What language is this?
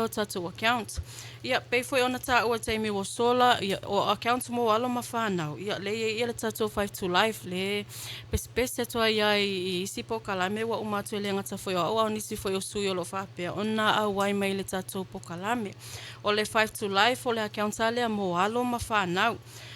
Samoan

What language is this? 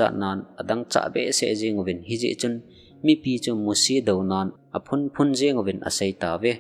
Thado Chin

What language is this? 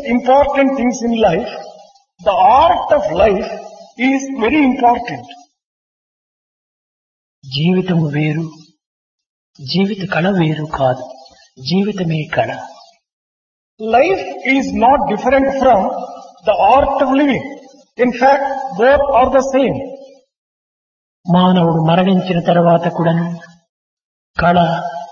Telugu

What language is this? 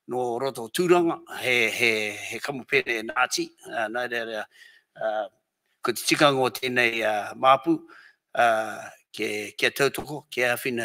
Māori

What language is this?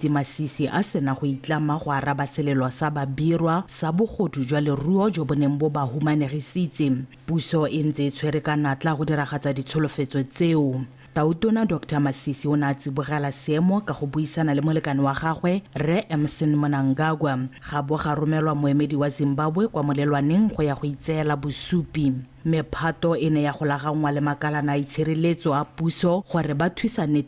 Tswana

